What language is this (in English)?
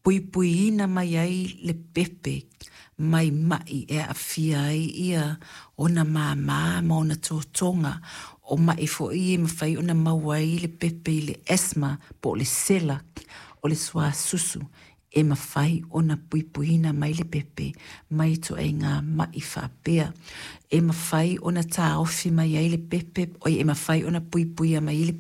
Samoan